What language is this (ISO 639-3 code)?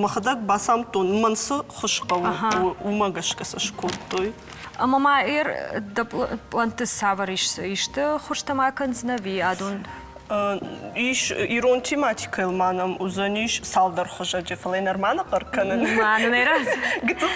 oss